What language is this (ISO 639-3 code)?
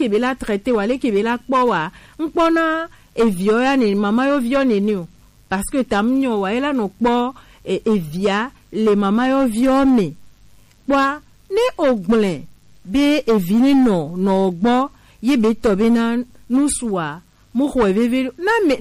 gej